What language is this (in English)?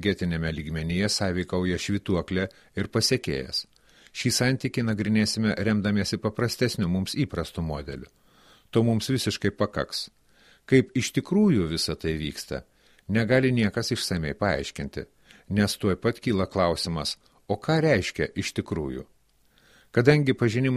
Lithuanian